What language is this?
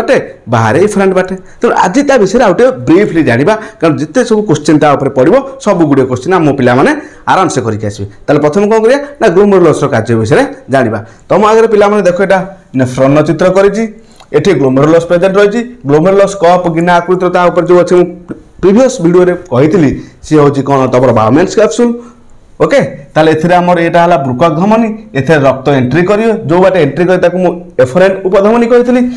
Odia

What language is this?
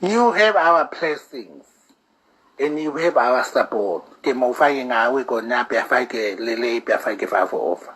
Tongan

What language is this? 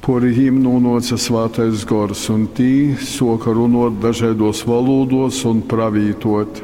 Latgalian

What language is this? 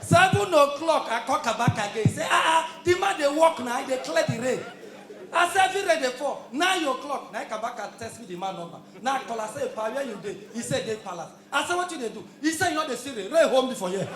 Nigerian Pidgin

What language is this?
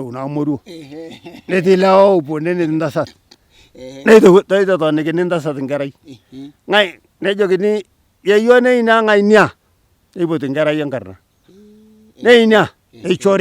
Masai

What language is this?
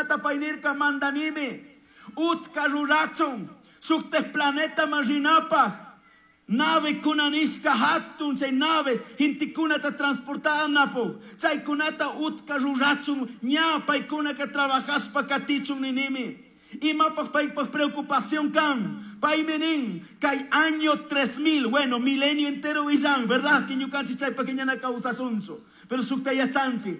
Chimborazo Highland Quichua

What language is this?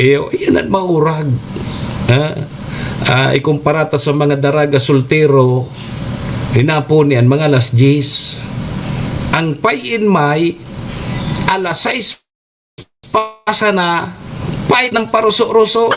Bikol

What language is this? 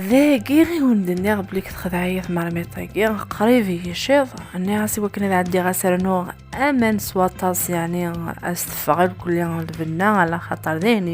Kabyle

